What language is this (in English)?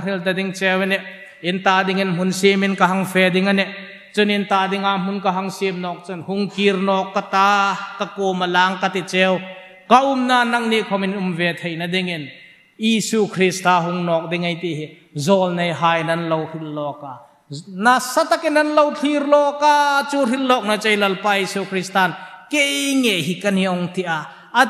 Hmar